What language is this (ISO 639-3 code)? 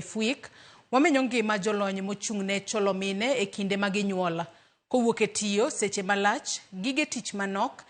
luo